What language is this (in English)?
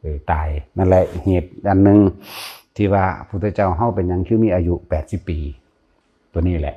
Northeastern Thai